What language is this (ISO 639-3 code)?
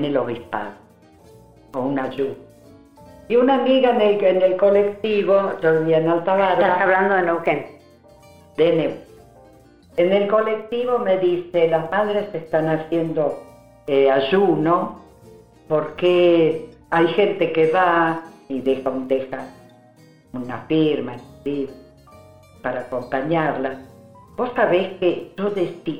spa